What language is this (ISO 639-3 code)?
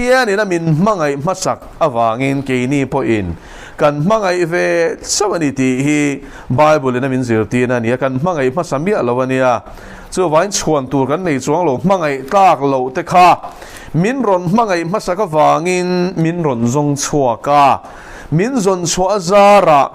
lus